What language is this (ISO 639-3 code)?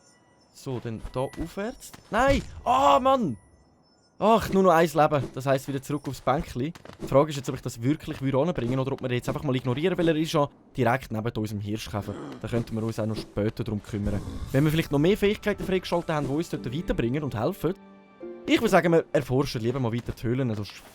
gsw